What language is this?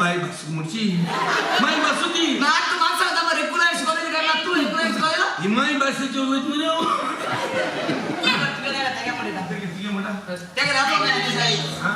Konkani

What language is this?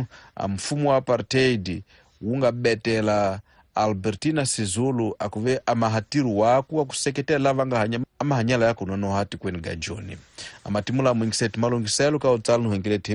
Tsonga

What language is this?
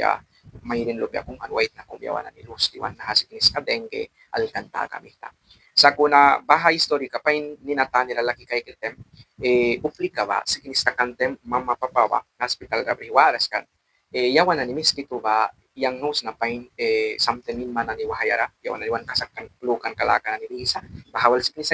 Mískito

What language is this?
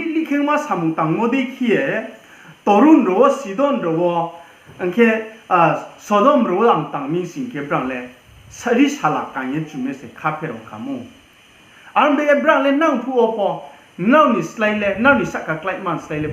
Riang (India)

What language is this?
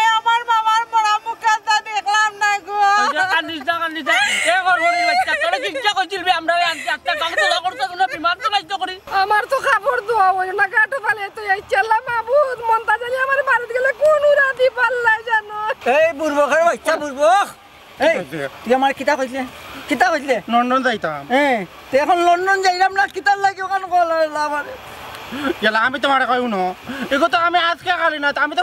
Sylheti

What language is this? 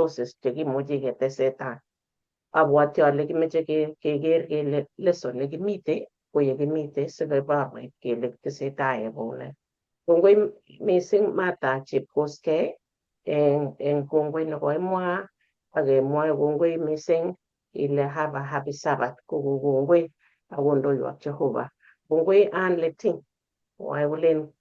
Kalenjin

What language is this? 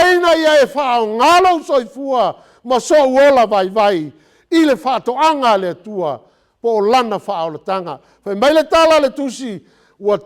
Samoan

